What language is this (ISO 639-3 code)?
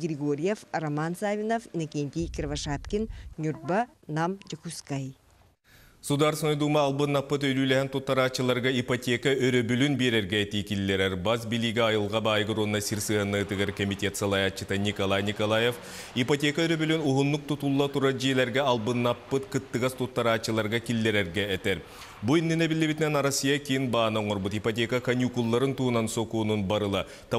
sah